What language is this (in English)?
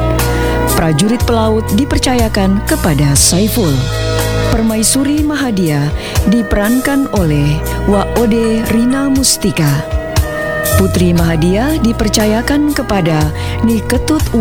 Indonesian